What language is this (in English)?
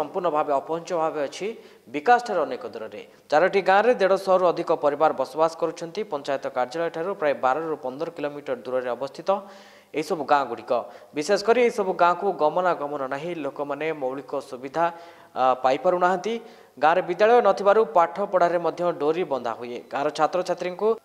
Odia